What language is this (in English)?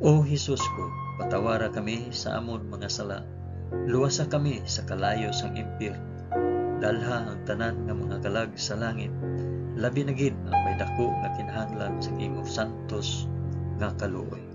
Hiligaynon